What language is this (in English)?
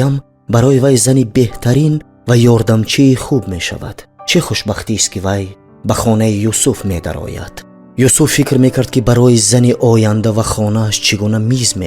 Tajik